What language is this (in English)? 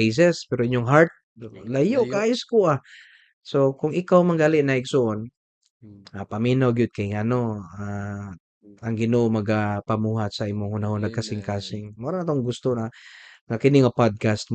Cebuano